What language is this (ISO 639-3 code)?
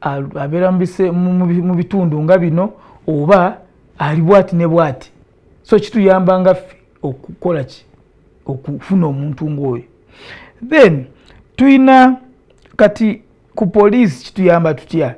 lug